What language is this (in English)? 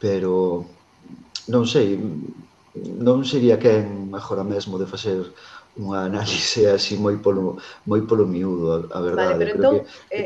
Galician